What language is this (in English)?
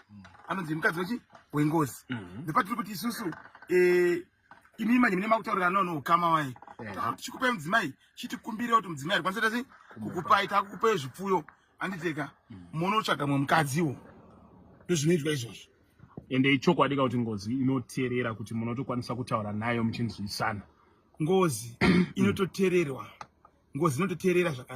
Shona